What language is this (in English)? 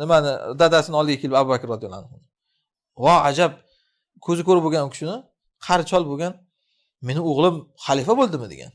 Uzbek